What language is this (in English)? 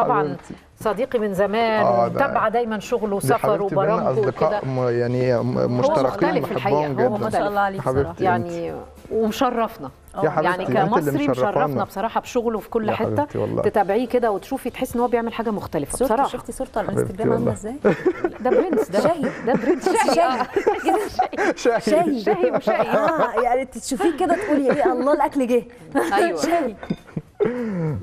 Egyptian Arabic